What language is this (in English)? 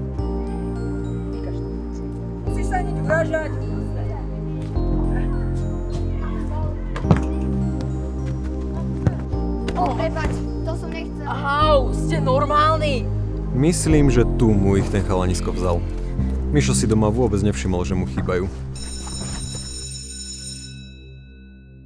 Slovak